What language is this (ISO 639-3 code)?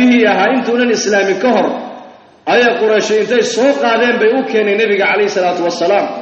som